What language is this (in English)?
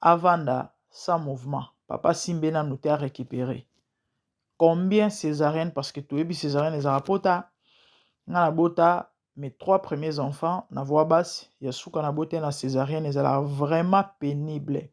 Lingala